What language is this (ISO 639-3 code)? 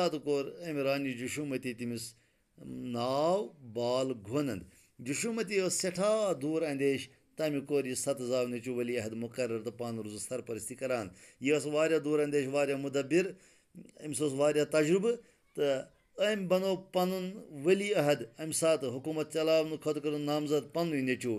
kas